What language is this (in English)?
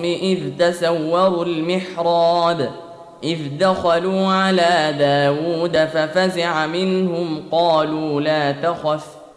Arabic